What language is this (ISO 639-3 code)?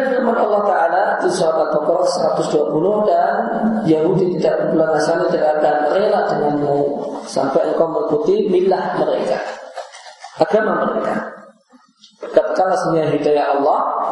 ind